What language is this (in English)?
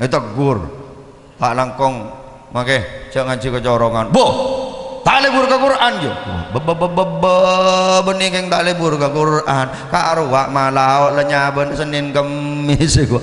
Madurese